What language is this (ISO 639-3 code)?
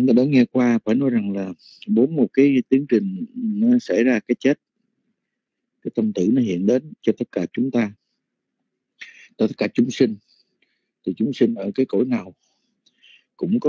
vie